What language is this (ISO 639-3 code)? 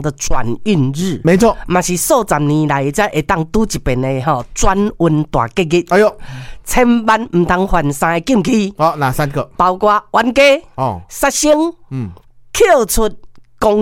nan